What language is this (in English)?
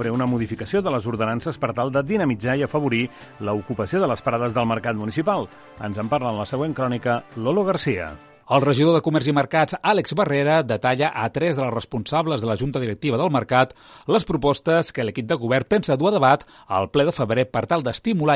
Catalan